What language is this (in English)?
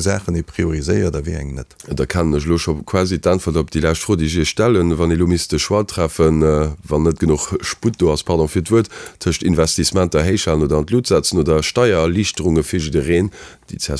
Luxembourgish